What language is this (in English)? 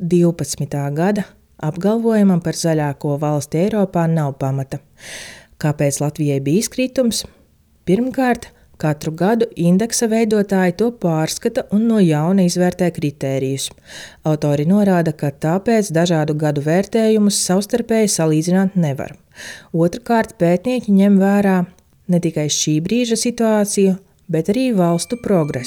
Latvian